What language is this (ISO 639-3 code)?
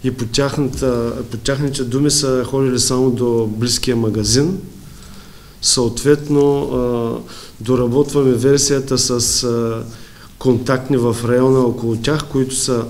bul